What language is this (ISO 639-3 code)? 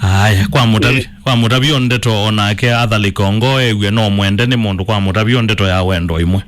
kam